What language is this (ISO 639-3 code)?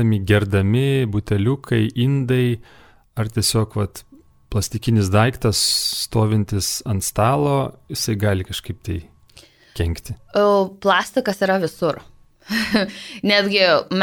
lit